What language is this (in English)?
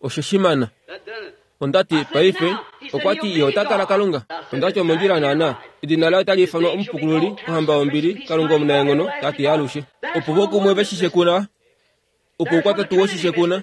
Kuanyama